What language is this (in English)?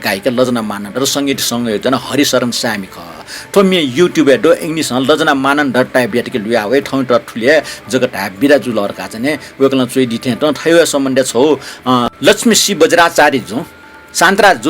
Newari